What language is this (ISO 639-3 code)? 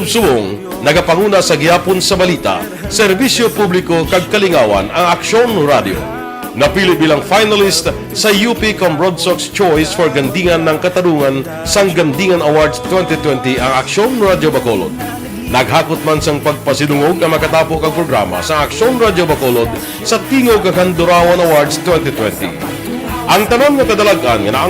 hil